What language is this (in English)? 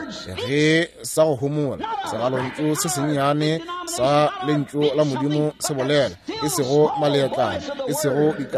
Northern Sotho